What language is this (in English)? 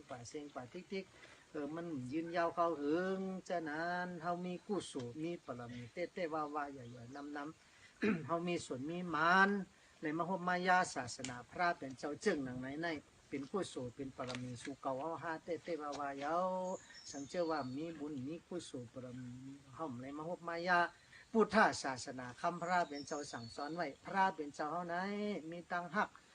Shan